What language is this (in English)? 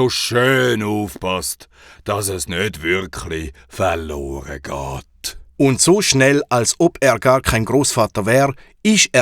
Swiss German